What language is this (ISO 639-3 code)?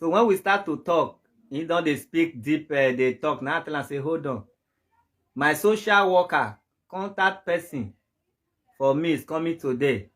pcm